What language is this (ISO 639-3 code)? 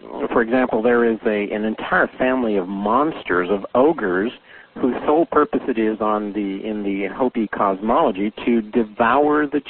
eng